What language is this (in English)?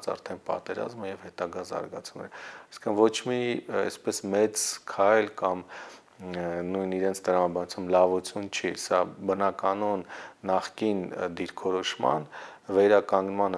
Armenian